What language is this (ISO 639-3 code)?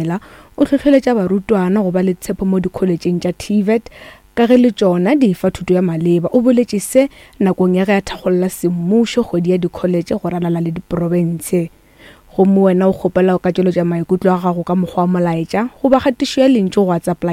nso